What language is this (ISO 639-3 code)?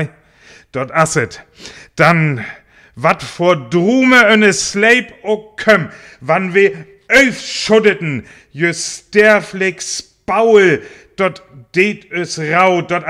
frr